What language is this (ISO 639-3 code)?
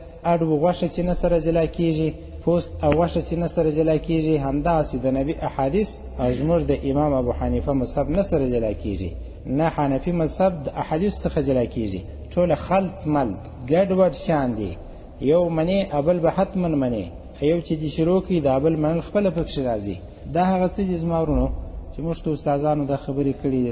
pus